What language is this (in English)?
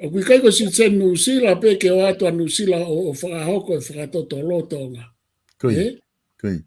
Tongan